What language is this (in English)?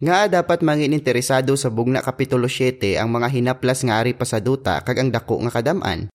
Hiligaynon